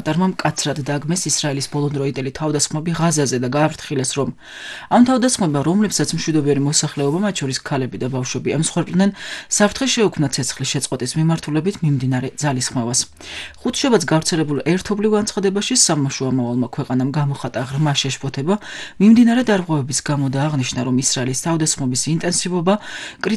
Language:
Georgian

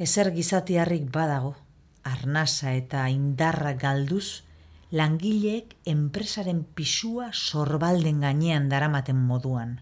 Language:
Basque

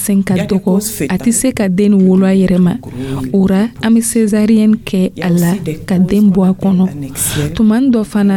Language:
Dyula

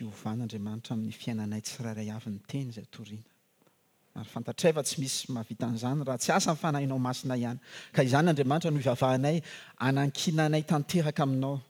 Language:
Malagasy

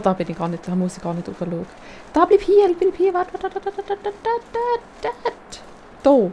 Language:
Swiss German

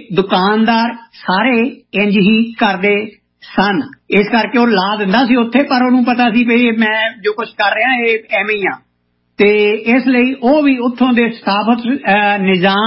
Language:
Punjabi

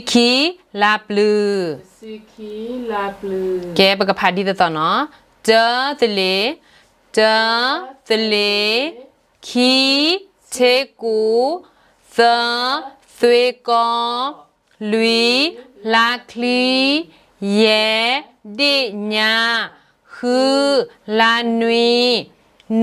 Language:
S'gaw Karen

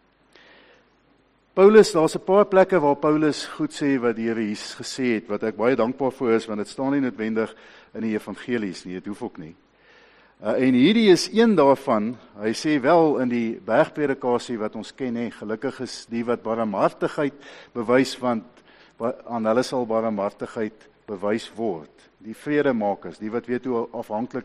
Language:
Afrikaans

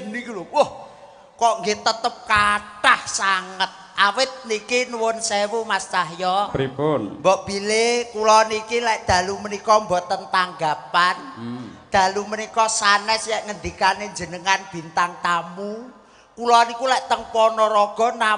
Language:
Javanese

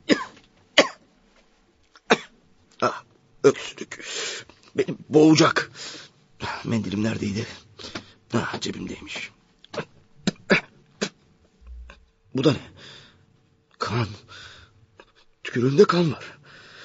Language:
Turkish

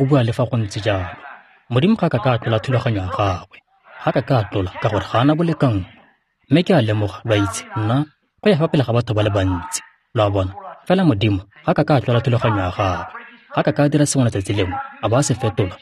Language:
Tswana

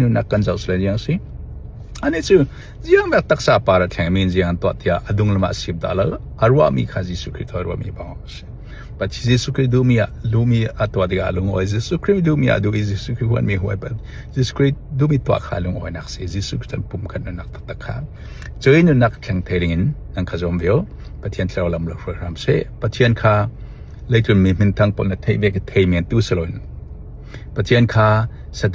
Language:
Falam Chin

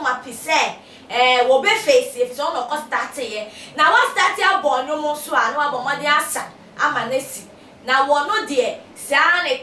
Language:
Akan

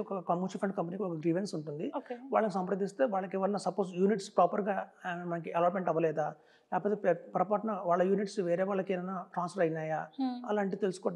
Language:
Telugu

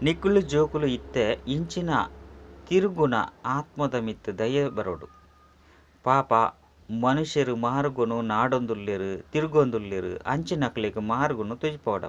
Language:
Tulu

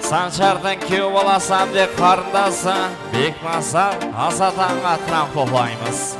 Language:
Kara-Kalpak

